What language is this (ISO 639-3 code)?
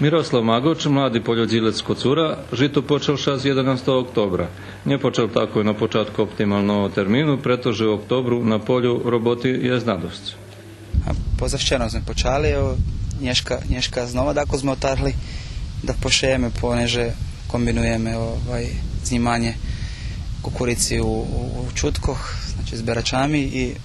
rue